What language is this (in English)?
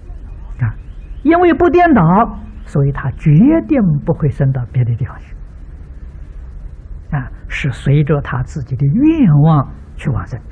Chinese